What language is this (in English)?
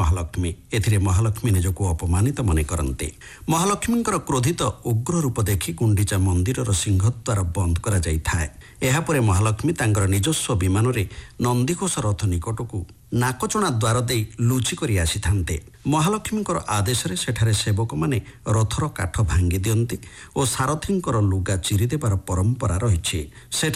Odia